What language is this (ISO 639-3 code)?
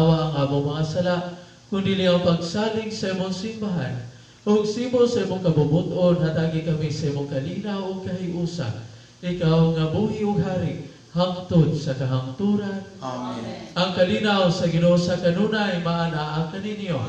ceb